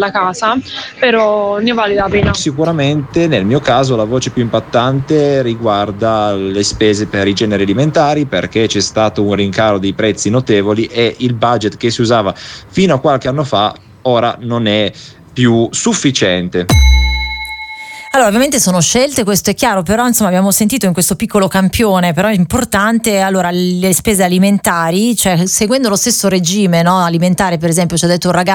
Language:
Italian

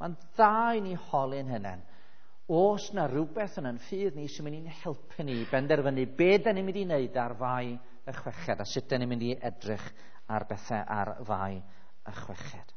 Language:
Welsh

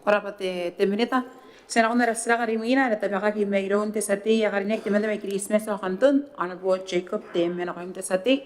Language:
Gilbertese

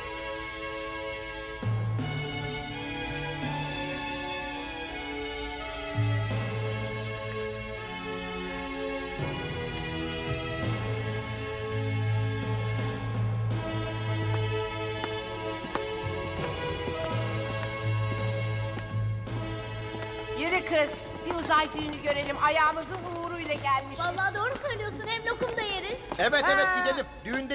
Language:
Turkish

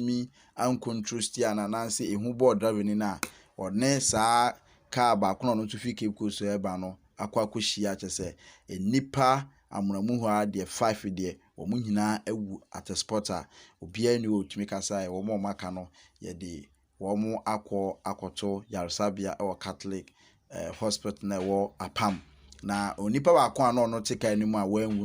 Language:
Akan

